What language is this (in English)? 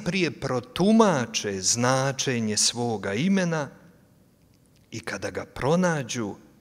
Croatian